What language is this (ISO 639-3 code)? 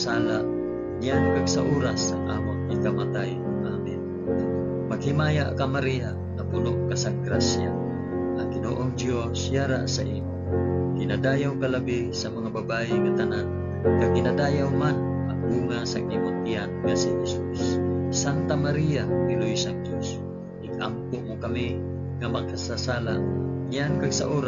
hil